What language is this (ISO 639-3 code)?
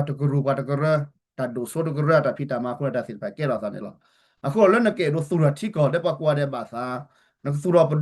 ksw